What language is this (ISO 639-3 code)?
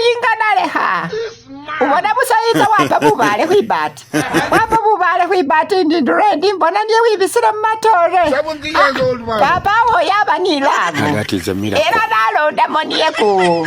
myx